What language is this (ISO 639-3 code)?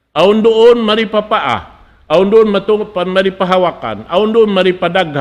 tsg